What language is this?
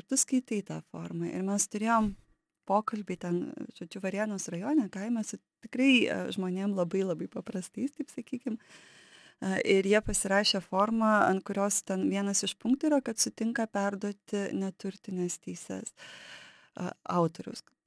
Lithuanian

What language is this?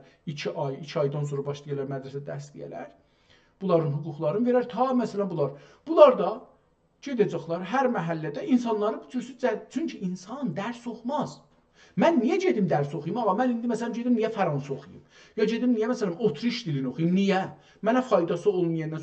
South Azerbaijani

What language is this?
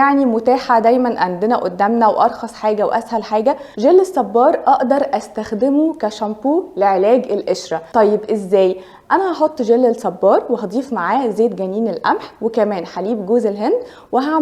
Egyptian Arabic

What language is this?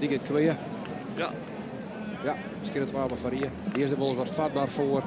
Western Frisian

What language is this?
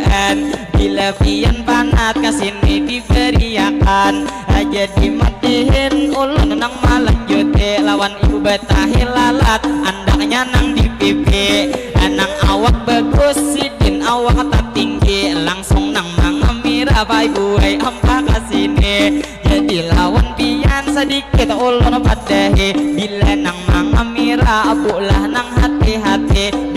Banjar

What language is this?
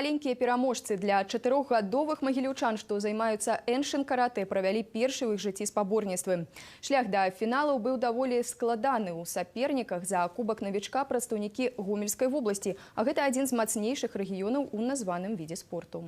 Belarusian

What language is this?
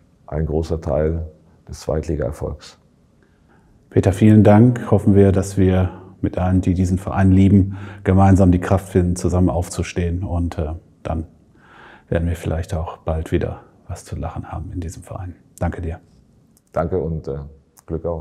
German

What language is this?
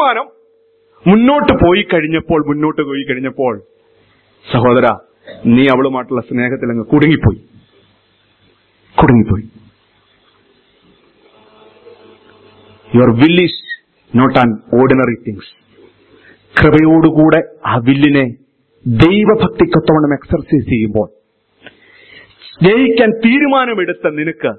Malayalam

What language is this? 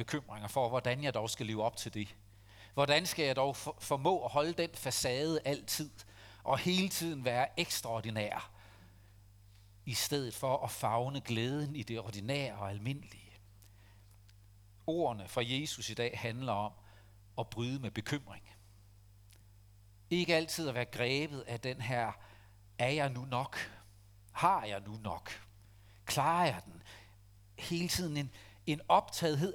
Danish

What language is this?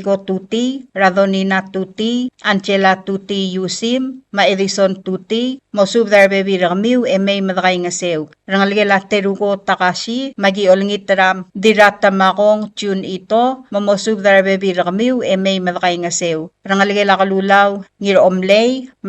Palauan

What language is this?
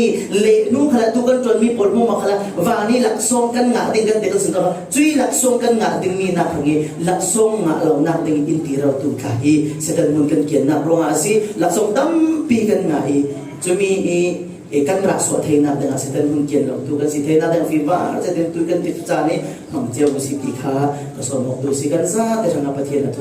Falam Chin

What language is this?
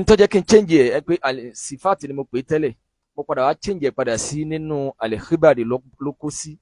Yoruba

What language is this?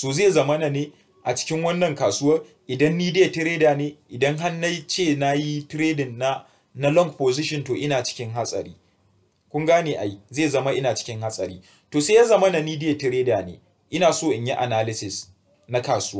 Hausa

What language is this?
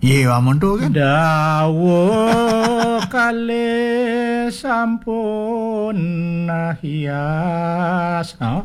Balinese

